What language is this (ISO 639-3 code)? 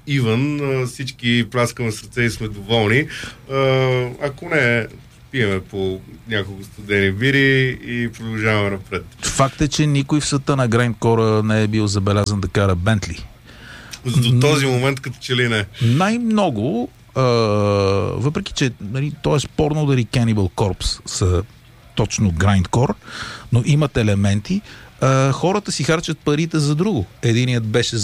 bul